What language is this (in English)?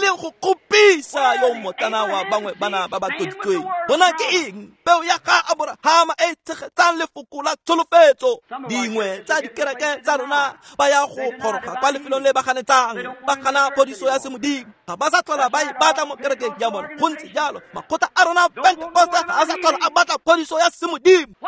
Tswana